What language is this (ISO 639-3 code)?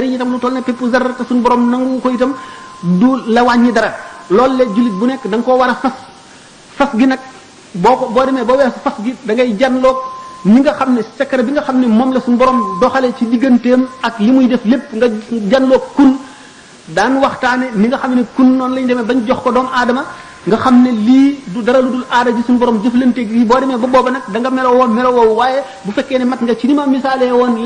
wol